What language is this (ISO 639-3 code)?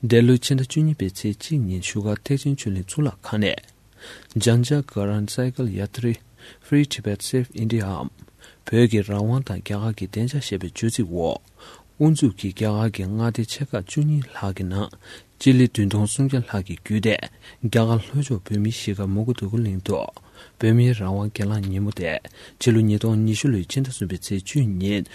bod